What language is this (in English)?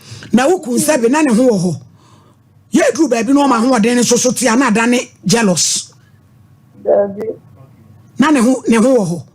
Akan